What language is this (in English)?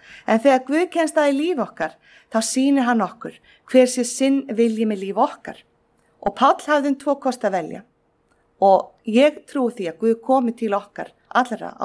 Icelandic